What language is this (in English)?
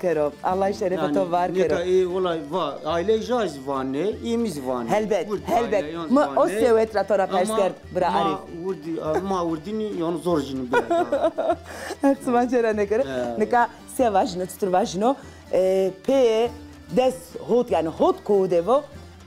Zaza